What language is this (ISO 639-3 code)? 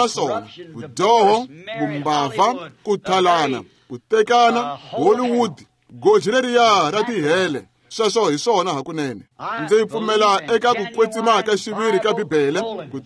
tso